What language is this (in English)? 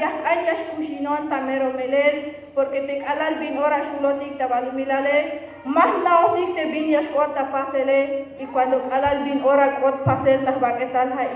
Tzeltal